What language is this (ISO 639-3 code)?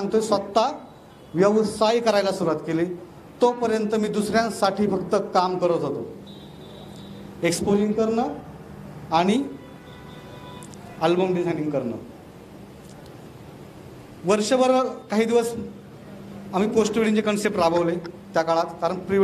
mar